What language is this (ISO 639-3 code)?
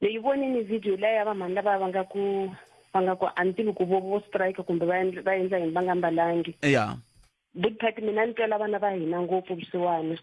tso